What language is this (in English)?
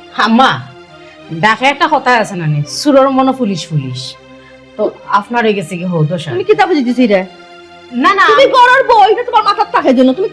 Sylheti